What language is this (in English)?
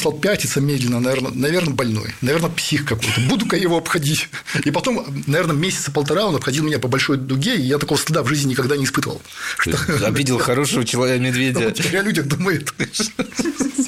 Russian